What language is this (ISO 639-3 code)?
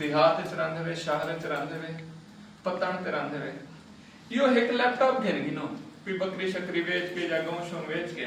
skr